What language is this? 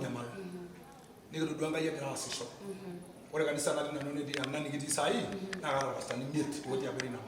Masai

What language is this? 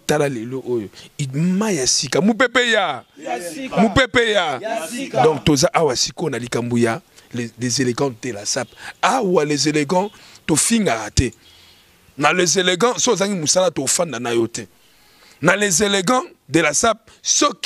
Lingala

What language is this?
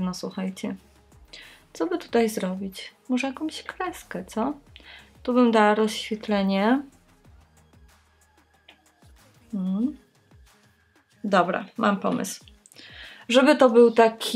Polish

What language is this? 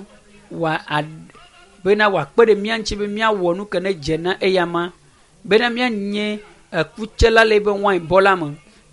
Ewe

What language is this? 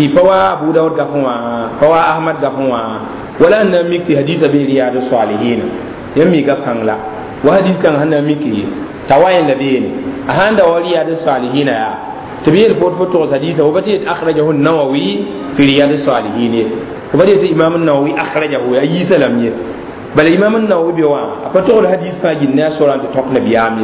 Mossi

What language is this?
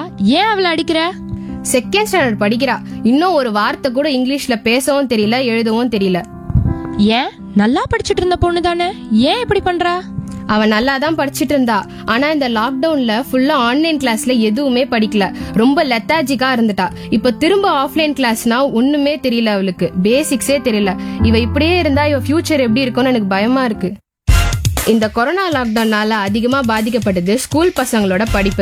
Tamil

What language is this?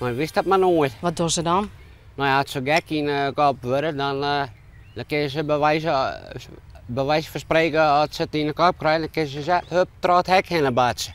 Western Frisian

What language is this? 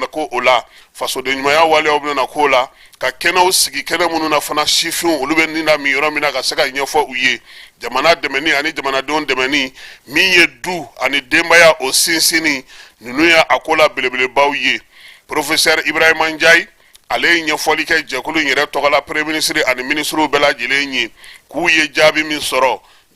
Bambara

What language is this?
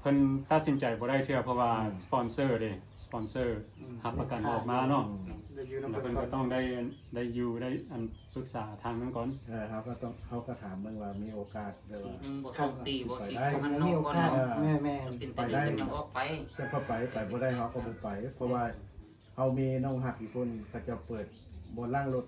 Lao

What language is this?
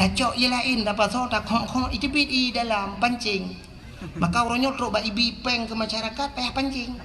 Achinese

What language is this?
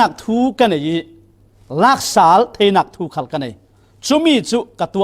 Falam Chin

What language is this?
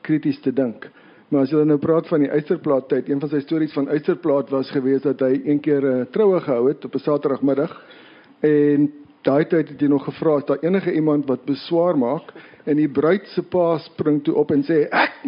Afrikaans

